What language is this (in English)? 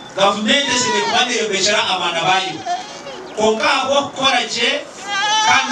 Nyankole